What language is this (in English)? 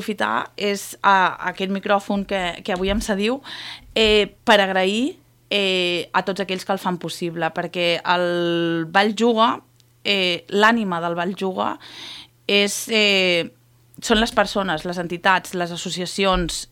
Catalan